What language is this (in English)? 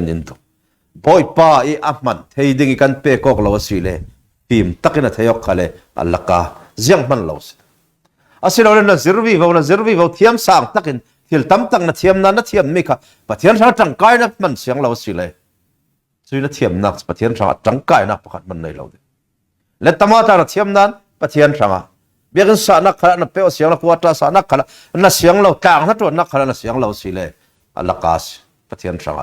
Falam Chin